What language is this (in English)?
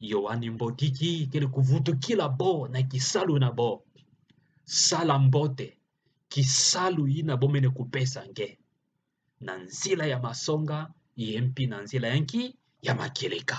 Kituba (Democratic Republic of Congo)